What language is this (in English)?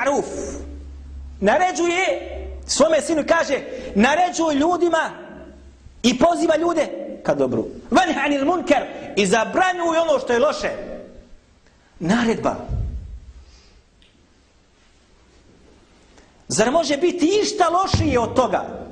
Bosnian